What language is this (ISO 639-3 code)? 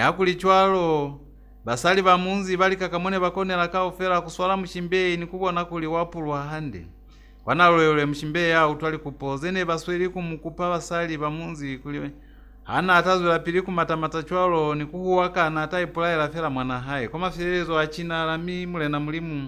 loz